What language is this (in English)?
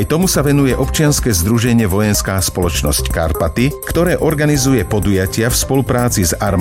Slovak